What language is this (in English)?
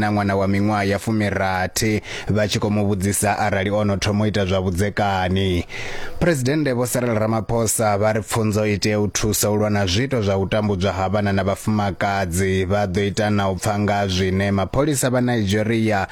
Venda